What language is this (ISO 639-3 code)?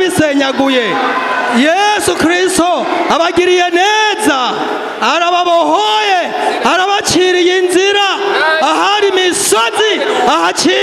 run